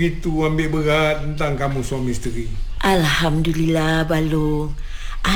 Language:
Malay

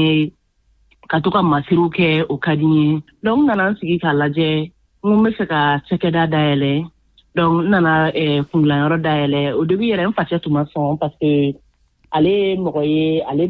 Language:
Bambara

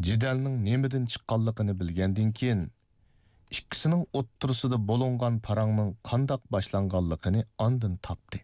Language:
Uyghur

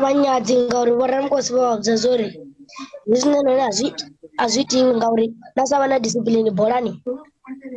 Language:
Venda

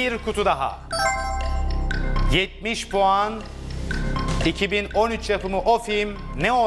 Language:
Turkish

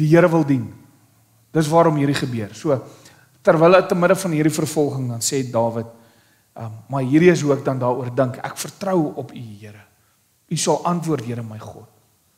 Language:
Afrikaans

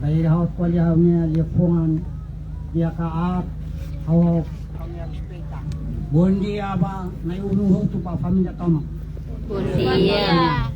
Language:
Tetum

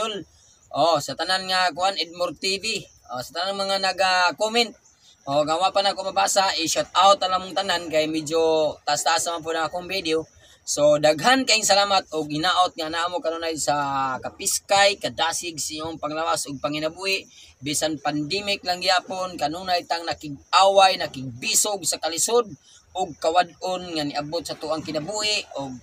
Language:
Cebuano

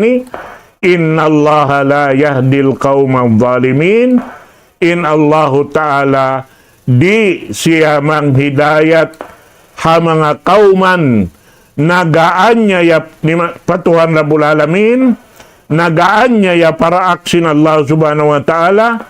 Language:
Tausug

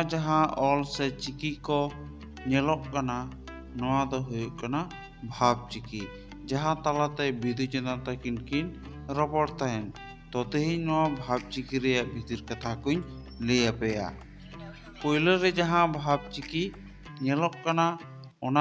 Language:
Santali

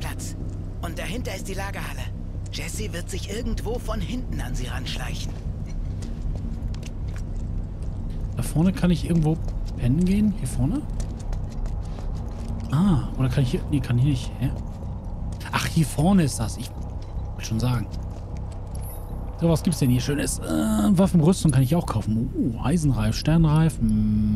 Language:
German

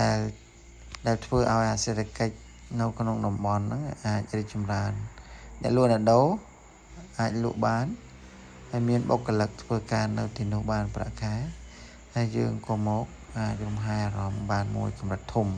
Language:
Khmer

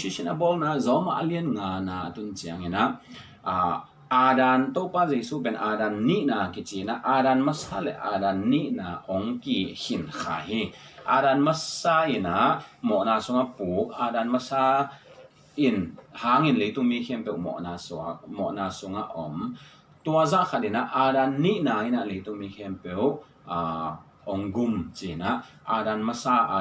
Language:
Tedim Chin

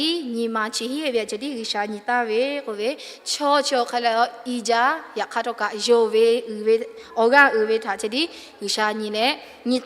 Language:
Lahu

